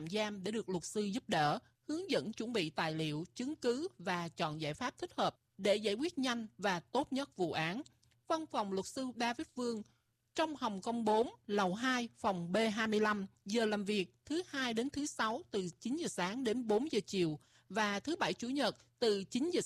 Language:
Vietnamese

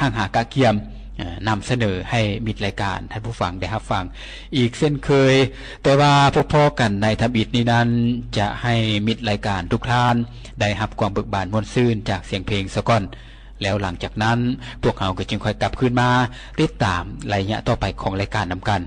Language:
Lao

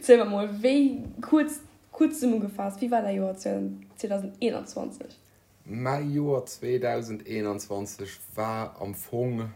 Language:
Luxembourgish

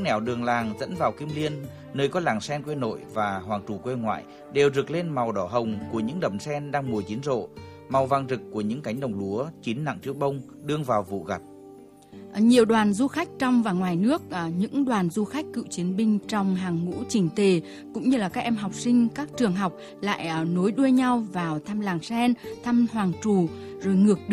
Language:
Vietnamese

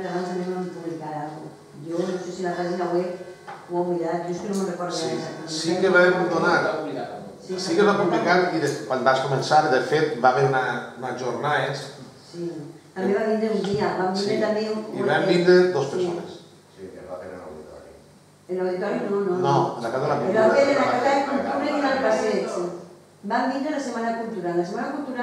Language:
Catalan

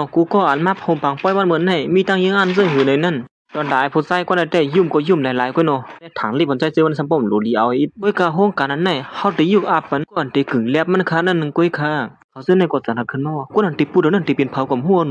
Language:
Shan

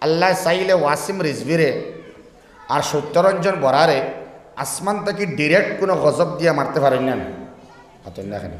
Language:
Sylheti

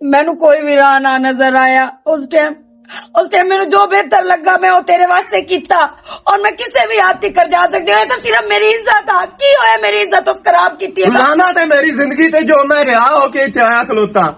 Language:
Western Panjabi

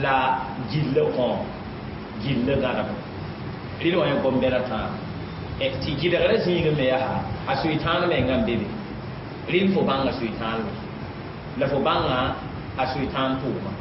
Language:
Mossi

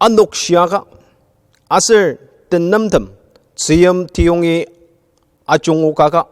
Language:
Ao Naga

